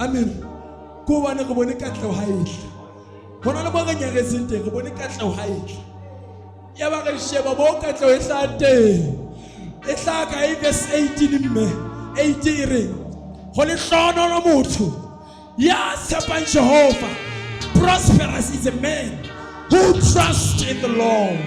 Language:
Southern Sotho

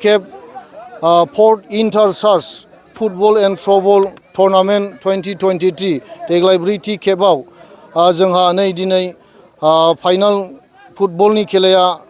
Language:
Bodo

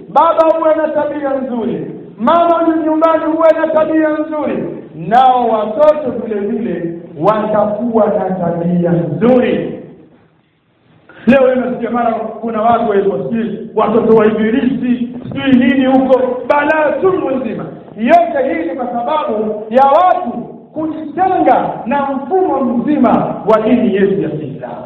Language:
Swahili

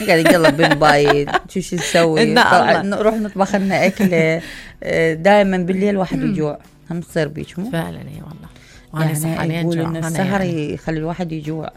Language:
Mesopotamian Arabic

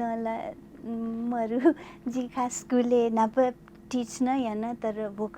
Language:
Newari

